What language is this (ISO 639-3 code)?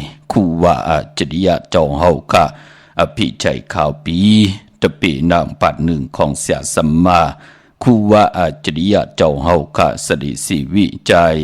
shn